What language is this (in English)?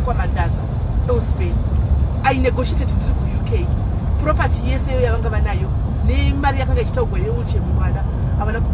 Shona